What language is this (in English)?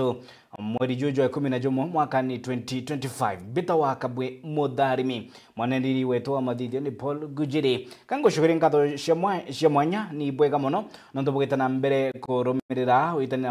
Meru